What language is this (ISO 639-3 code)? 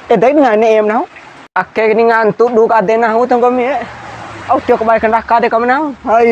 bhp